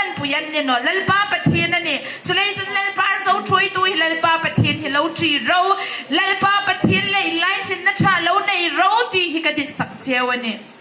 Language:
Hmar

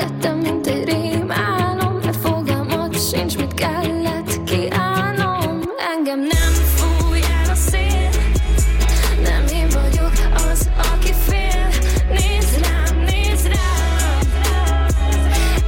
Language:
Hungarian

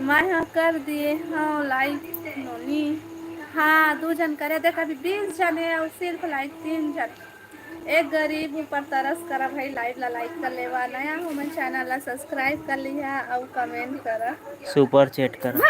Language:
Chhattisgarhi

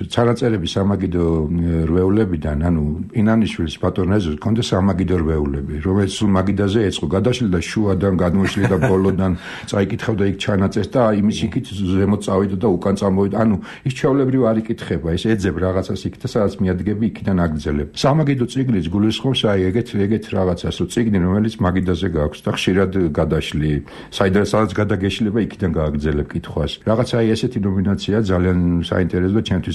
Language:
Georgian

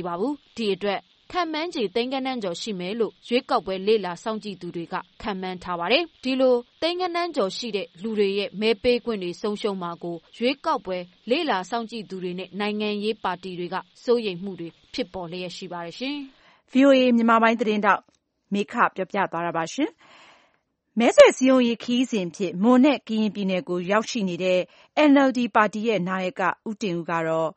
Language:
Burmese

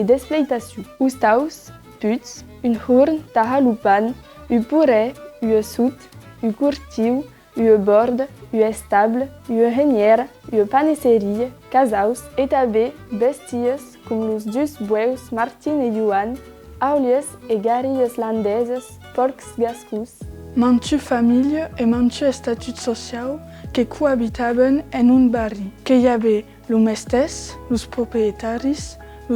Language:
Occitan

